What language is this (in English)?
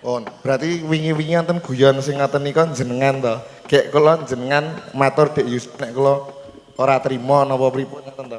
Javanese